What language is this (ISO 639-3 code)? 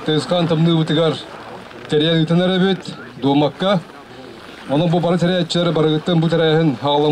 sah